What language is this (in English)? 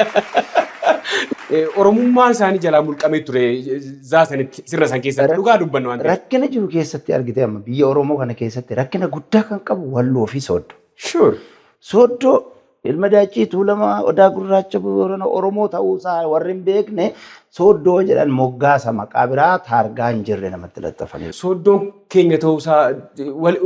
Oromo